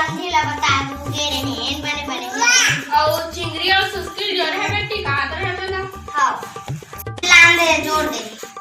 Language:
Chhattisgarhi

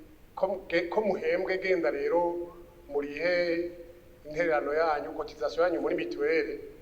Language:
Rundi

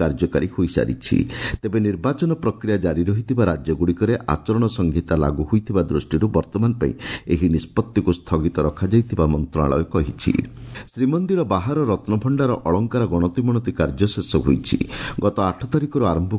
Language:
Odia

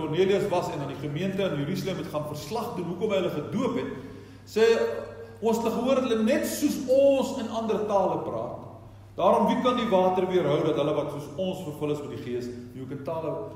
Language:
Afrikaans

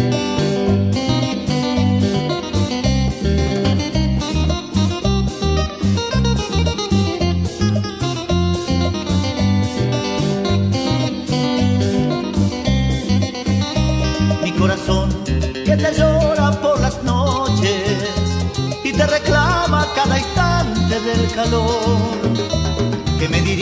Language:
Spanish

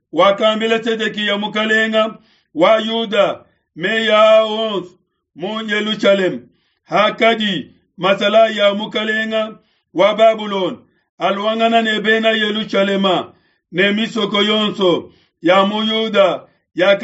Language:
Luba-Lulua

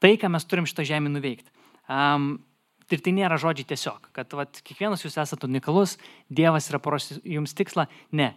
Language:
Lithuanian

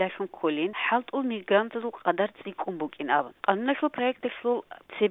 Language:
Avaric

